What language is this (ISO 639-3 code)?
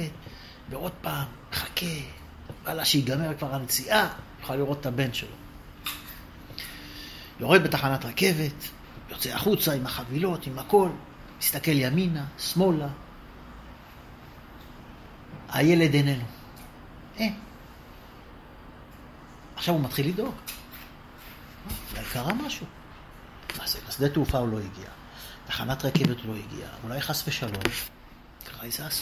heb